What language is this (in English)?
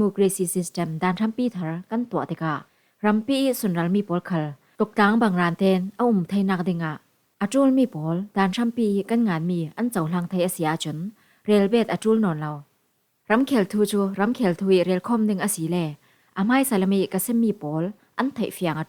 Falam Chin